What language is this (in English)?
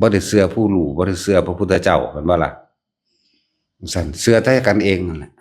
Northeastern Thai